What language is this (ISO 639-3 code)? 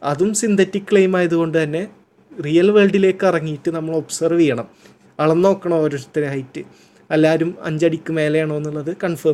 mal